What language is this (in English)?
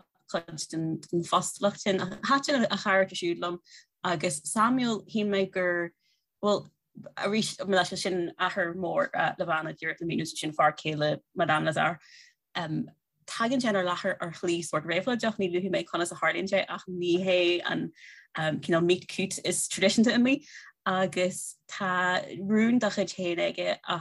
Irish